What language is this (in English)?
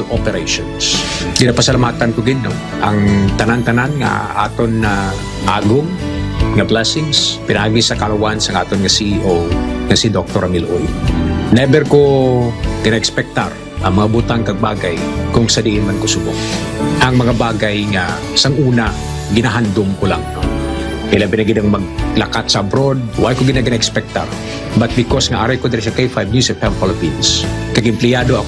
Hiligaynon